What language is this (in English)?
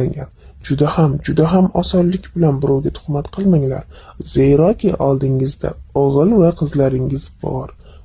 Uzbek